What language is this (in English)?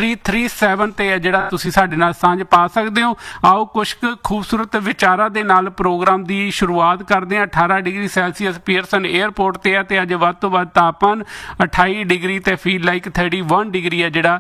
Punjabi